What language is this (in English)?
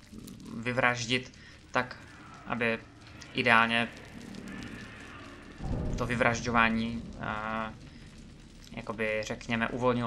Czech